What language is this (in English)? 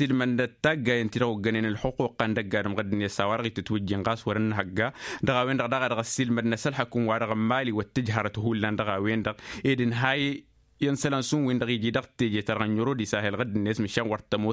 Tamasheq